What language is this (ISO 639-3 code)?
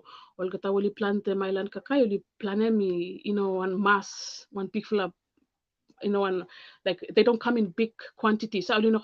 bis